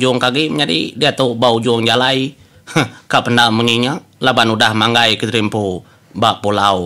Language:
Iban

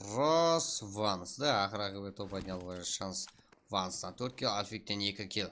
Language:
Kara-Kalpak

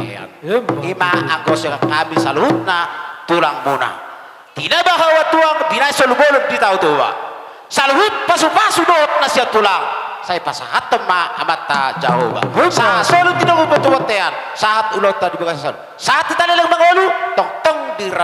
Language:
Batak Toba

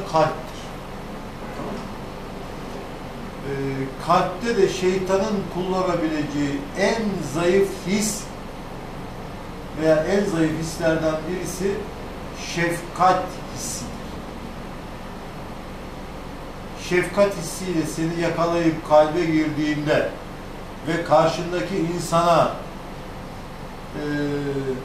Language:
Turkish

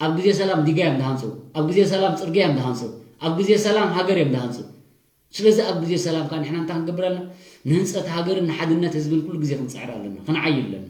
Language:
Tigrinya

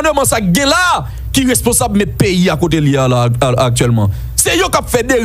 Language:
Haitian Creole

